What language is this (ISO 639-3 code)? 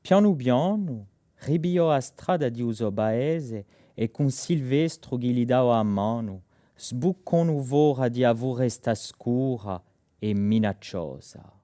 cos